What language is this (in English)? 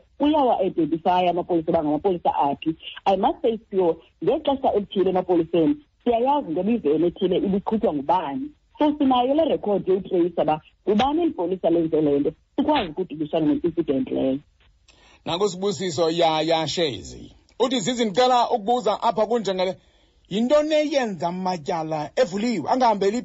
Xhosa